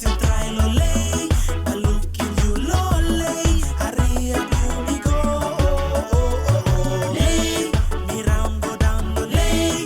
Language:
Tok Pisin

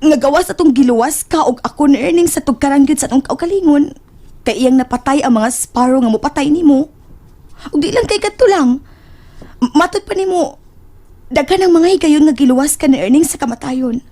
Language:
Cebuano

